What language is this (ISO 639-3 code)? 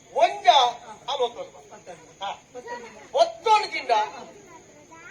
tcy